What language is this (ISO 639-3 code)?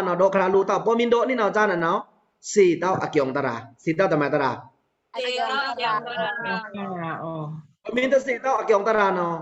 blk